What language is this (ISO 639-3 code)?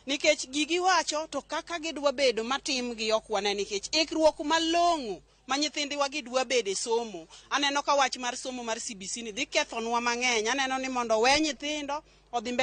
luo